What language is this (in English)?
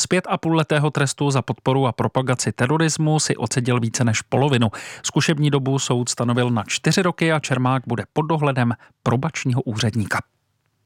Czech